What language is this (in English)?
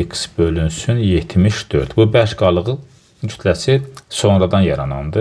Azerbaijani